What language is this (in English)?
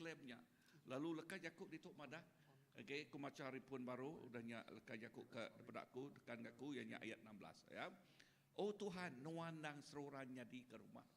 Iban